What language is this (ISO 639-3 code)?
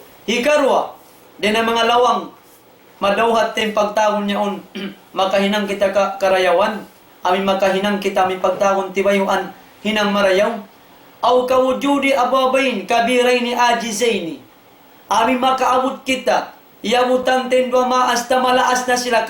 tsg